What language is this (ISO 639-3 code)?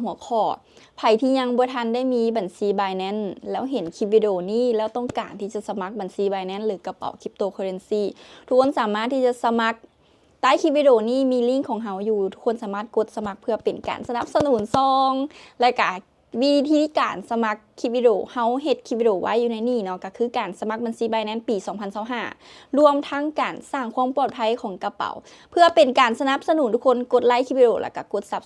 lao